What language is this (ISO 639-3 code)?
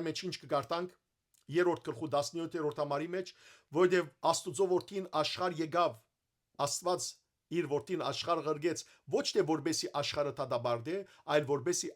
hyw